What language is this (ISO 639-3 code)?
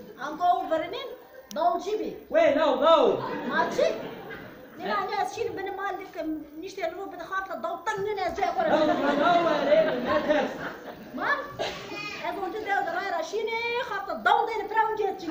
zza